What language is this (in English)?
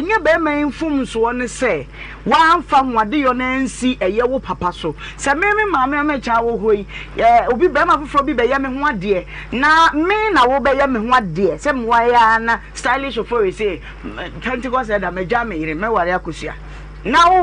Akan